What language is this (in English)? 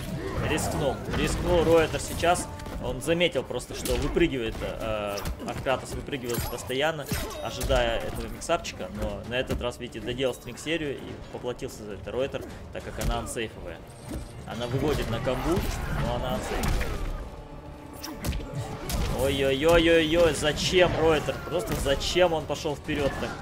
Russian